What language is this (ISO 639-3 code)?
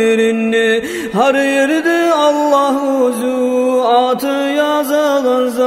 kum